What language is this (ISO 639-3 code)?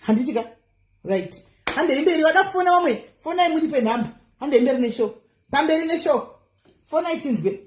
sna